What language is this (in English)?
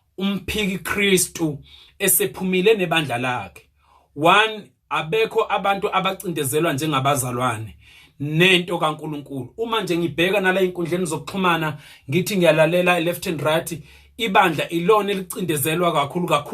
Zulu